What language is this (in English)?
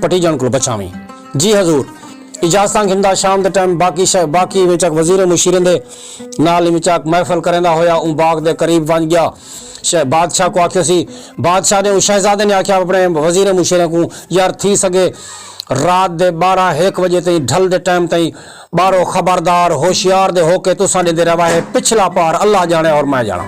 Saraiki